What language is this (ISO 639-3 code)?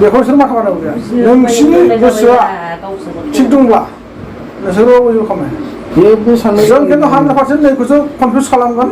brx